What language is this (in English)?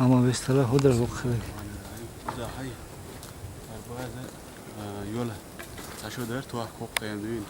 Chechen